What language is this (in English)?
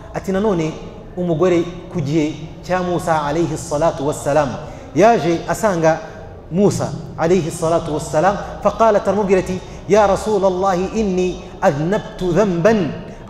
Kinyarwanda